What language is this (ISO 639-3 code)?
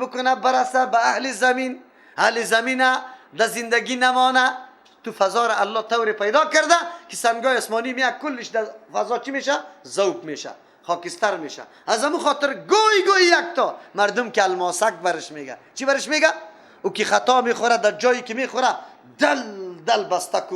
fas